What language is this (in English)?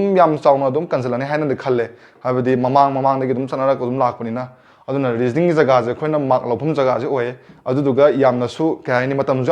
Manipuri